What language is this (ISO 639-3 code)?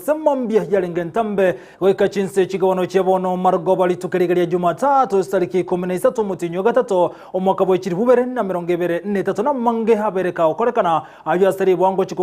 guz